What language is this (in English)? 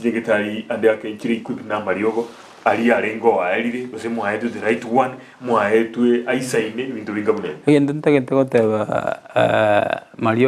Gusii